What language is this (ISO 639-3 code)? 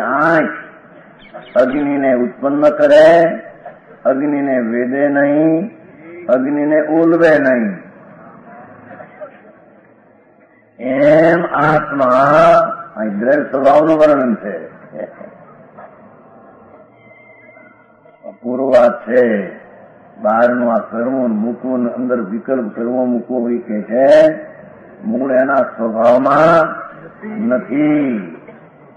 guj